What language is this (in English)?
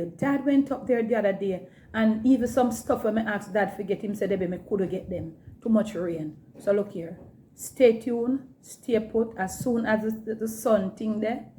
Jamaican Creole English